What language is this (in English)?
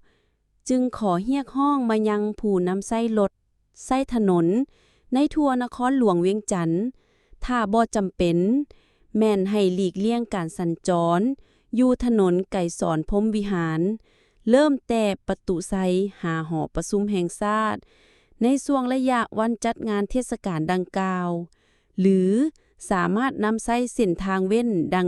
Lao